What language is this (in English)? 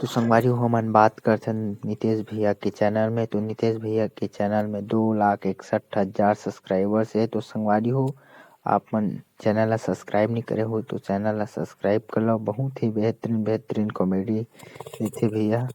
Chhattisgarhi